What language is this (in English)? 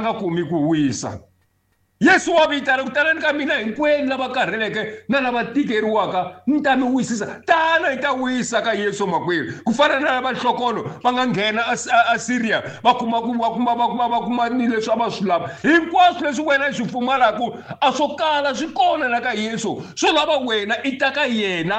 Tsonga